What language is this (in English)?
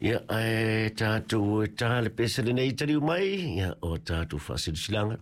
Samoan